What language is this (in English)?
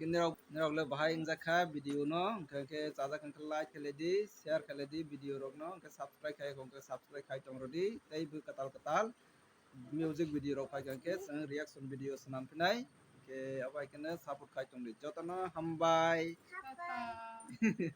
Kok Borok